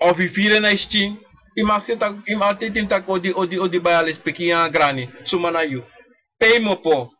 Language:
Sranan Tongo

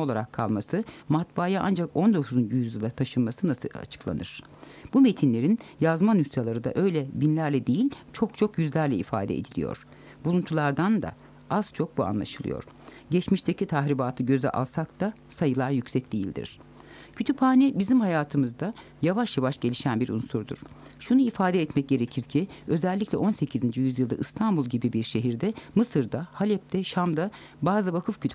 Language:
Turkish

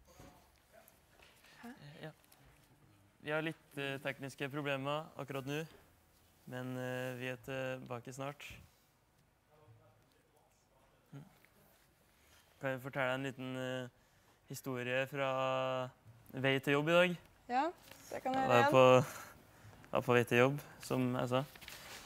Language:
Norwegian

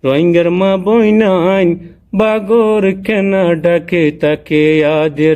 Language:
Rohingya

